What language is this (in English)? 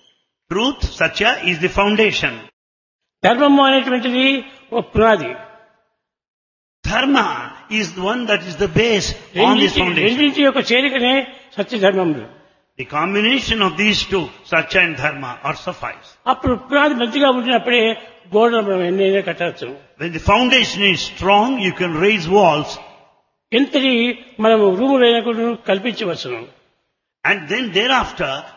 Telugu